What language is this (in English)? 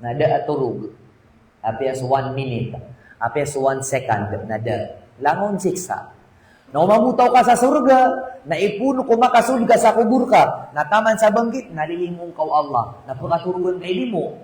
Maranao